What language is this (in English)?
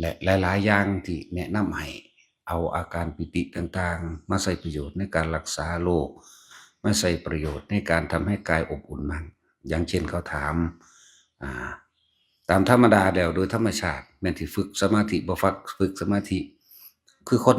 Northeastern Thai